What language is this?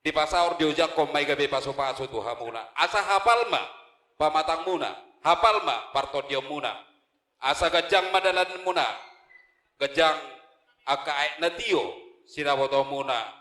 Batak Toba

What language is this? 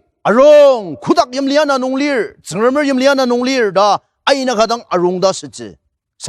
Ao Naga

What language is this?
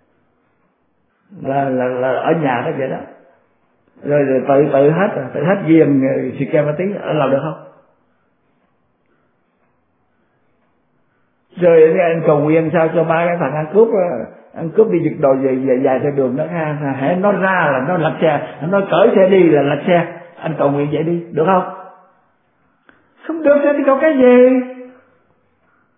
Vietnamese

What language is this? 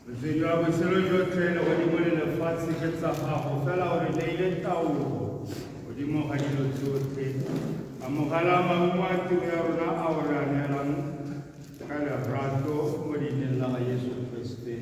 Tswana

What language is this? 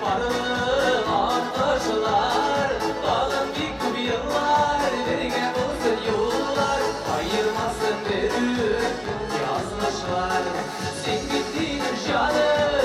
Tatar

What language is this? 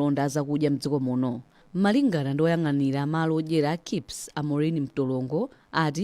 Nyanja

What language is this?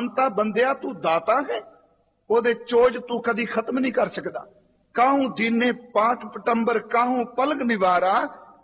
Punjabi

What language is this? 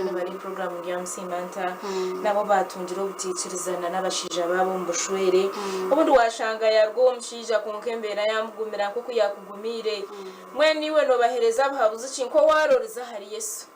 Nyankole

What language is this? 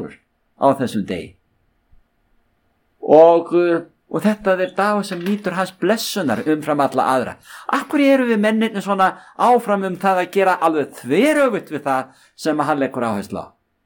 Icelandic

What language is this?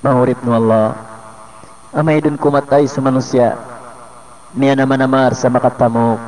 Maranao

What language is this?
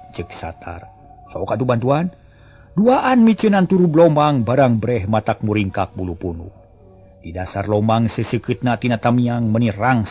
Sundanese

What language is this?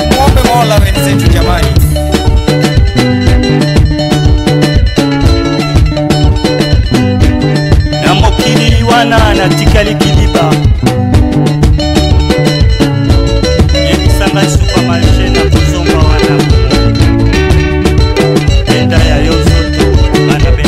Luo (Kenya and Tanzania)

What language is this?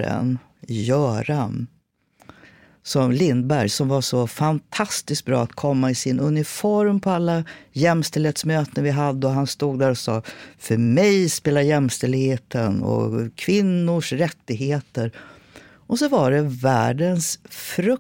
Swedish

